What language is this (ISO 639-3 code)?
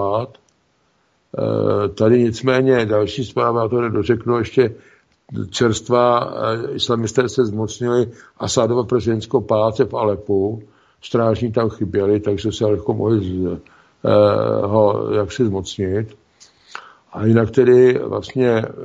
ces